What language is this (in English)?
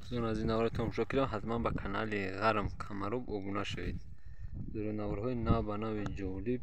Tajik